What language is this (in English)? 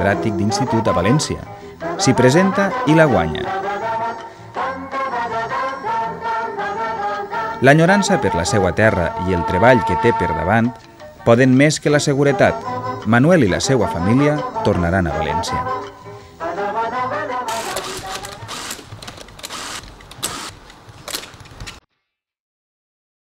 Catalan